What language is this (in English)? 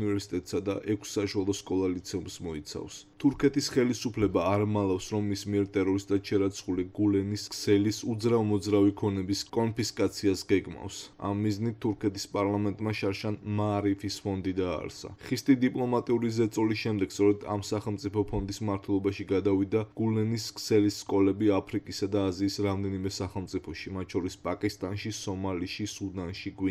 Georgian